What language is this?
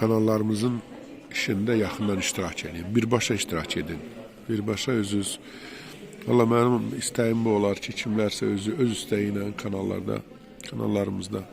Azerbaijani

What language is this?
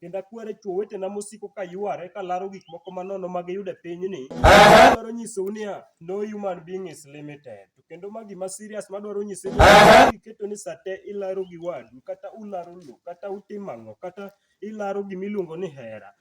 Luo (Kenya and Tanzania)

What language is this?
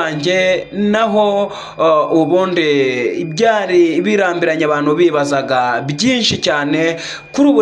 Kinyarwanda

